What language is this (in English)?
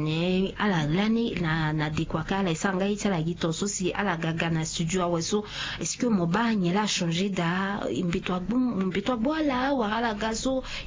Sango